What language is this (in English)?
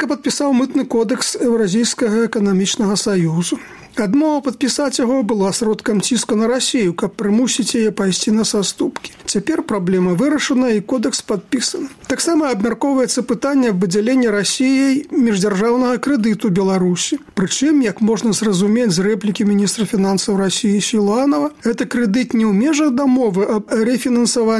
Belarusian